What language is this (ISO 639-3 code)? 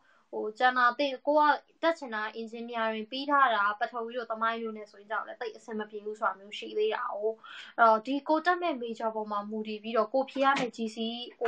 mya